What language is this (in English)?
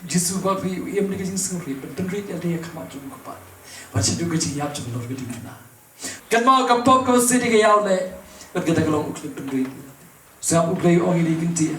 Khasi